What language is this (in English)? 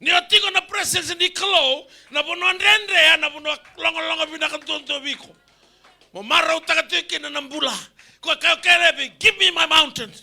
Fijian